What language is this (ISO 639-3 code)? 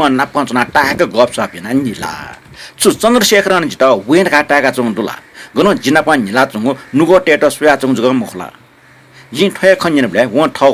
new